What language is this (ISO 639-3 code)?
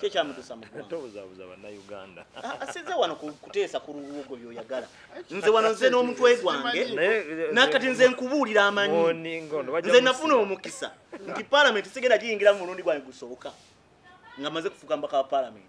lug